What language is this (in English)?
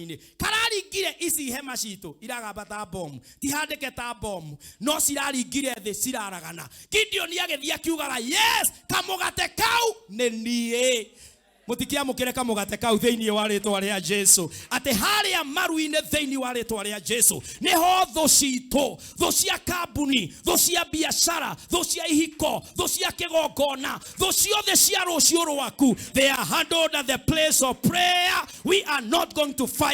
Kikuyu